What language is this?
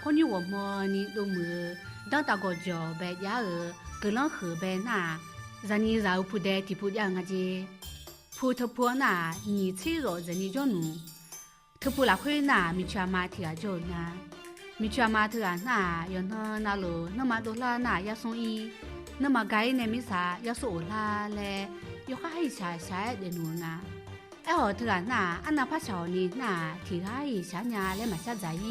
Akha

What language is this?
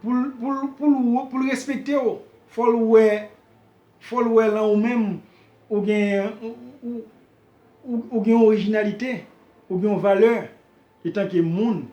Haitian Creole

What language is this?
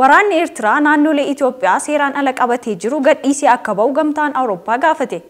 Oromo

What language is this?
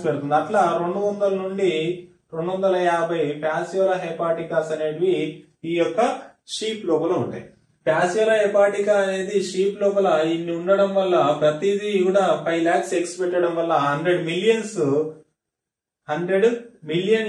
Telugu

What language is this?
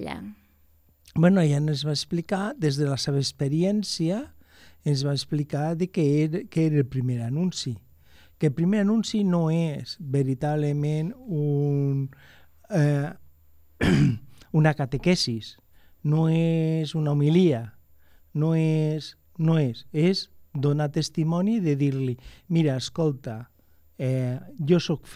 Catalan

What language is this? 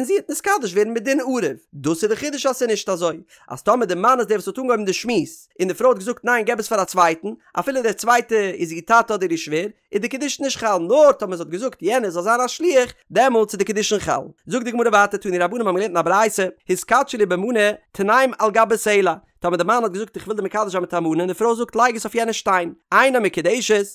Yiddish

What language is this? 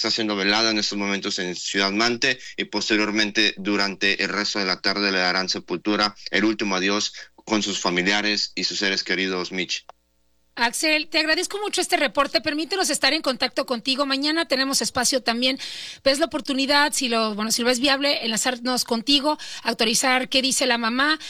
Spanish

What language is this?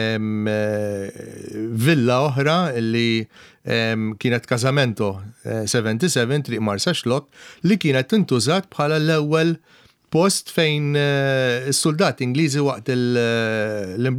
Maltese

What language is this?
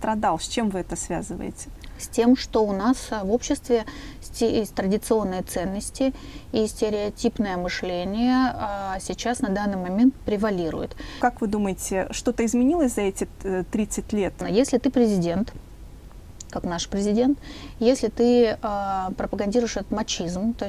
Russian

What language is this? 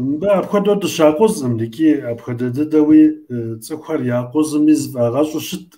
Kabardian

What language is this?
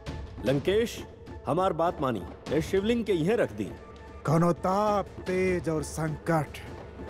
Bhojpuri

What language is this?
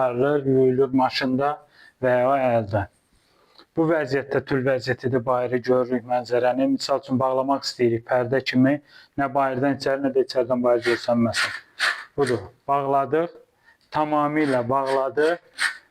Azerbaijani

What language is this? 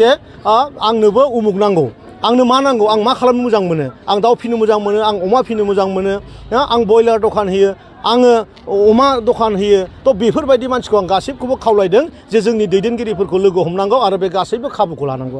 Bodo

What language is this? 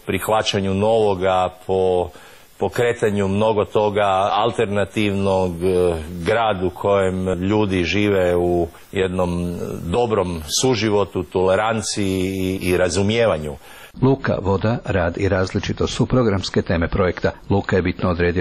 Croatian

